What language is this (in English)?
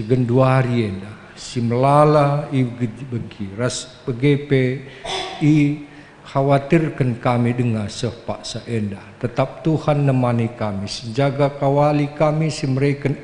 Batak Karo